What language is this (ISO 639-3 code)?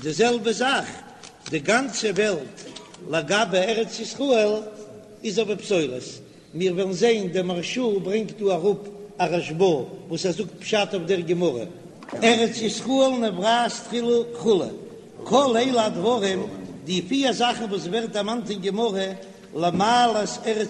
yid